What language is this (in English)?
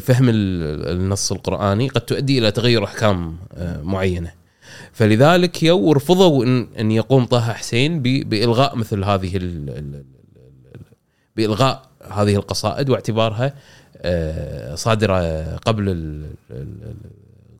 Gulf Arabic